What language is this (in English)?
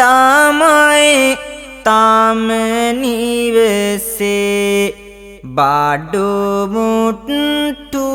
Sinhala